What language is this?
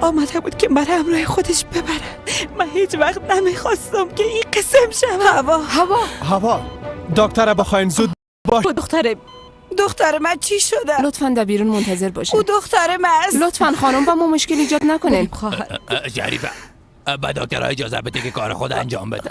Persian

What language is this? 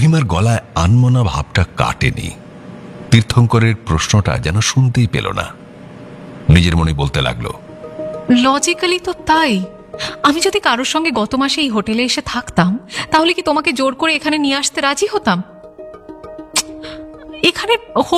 Bangla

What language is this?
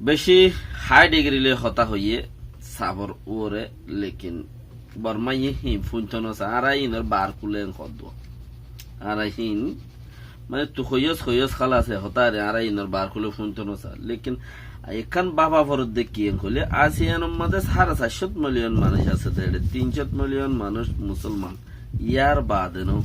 Rohingya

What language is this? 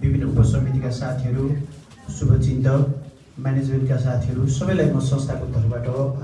Nepali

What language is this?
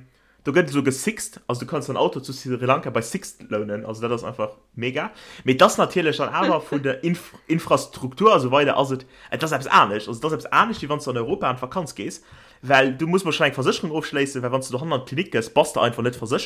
Luxembourgish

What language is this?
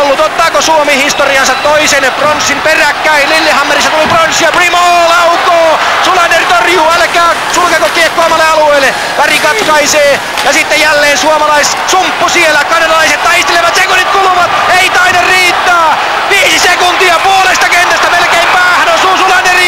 Finnish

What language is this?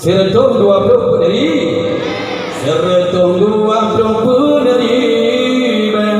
Achinese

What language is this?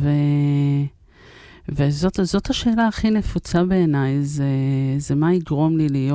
Hebrew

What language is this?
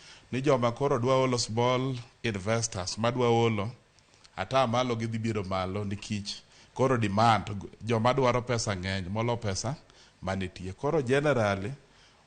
Luo (Kenya and Tanzania)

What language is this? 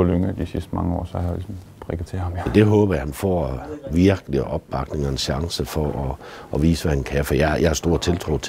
Danish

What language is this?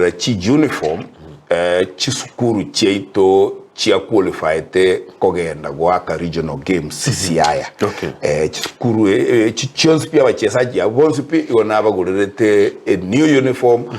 Gusii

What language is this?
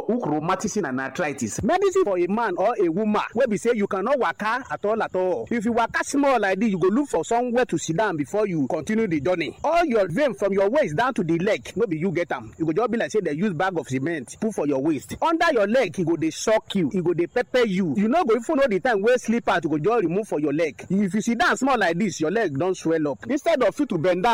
Nigerian Pidgin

